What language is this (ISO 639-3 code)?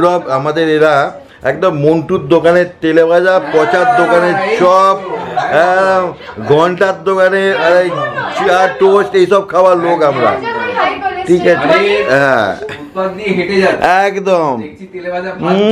ben